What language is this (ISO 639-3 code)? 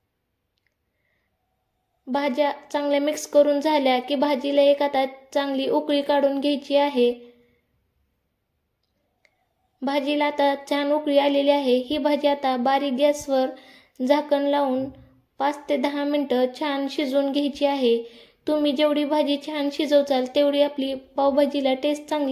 mar